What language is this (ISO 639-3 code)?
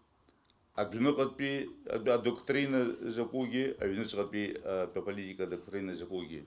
abk